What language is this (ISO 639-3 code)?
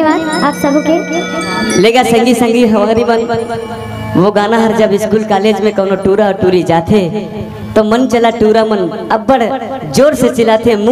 hne